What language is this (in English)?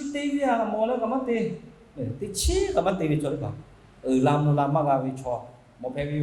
Lahu